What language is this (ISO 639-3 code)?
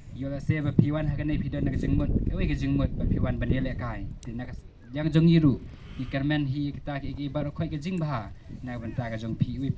kha